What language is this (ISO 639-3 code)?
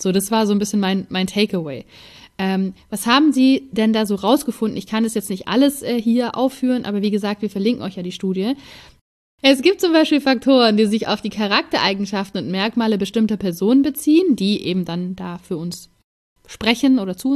deu